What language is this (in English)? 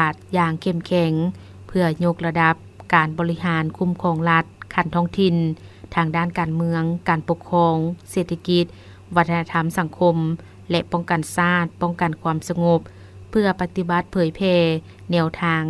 Lao